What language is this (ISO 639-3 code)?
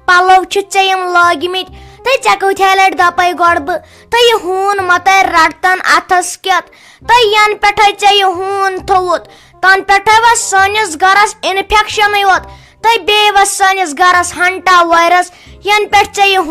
kas